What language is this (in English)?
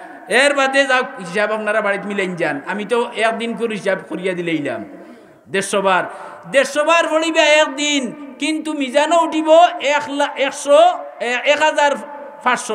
Sylheti